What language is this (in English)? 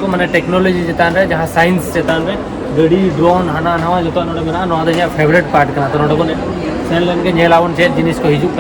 Santali